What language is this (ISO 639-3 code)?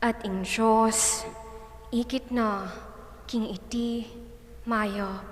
pam